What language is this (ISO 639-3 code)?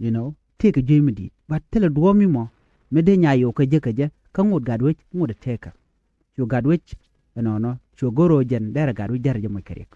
nus